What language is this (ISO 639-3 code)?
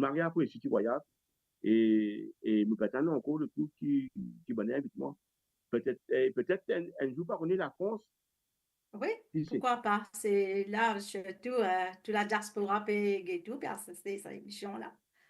mfe